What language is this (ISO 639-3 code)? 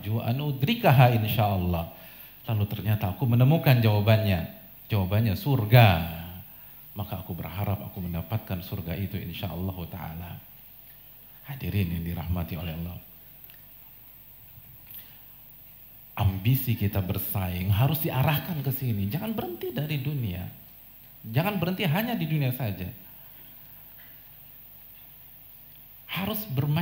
ind